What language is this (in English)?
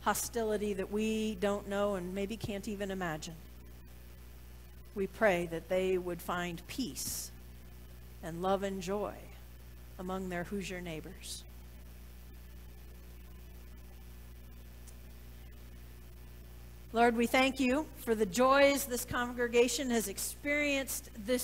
English